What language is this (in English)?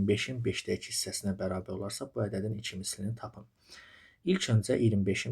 Azerbaijani